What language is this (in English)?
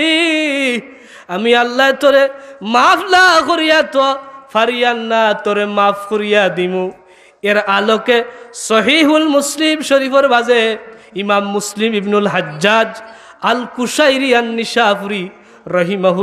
Sylheti